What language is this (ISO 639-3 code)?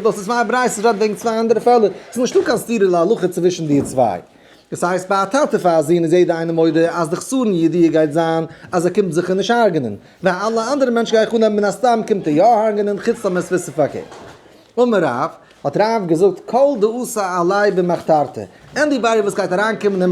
yid